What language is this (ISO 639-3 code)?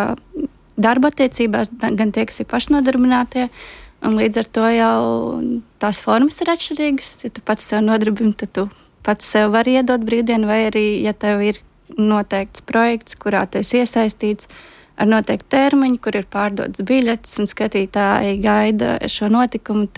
lav